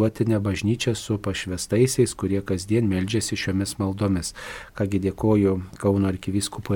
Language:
Lithuanian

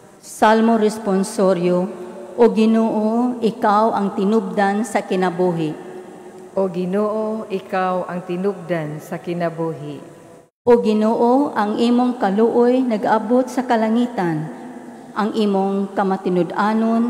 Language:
Cebuano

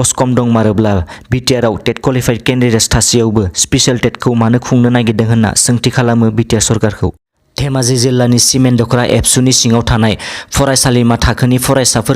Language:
Bodo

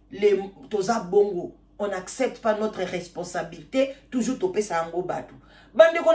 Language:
Lingala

